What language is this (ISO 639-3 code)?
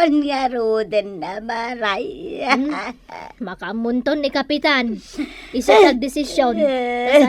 ilo